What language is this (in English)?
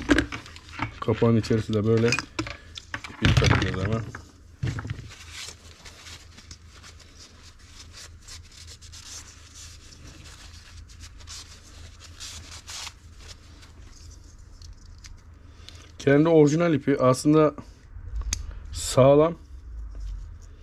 Turkish